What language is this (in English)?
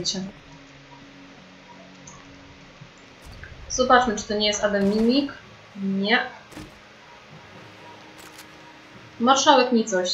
Polish